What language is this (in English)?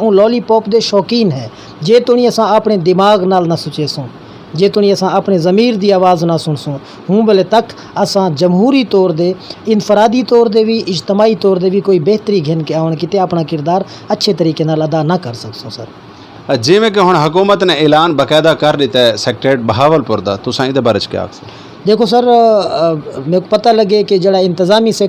Saraiki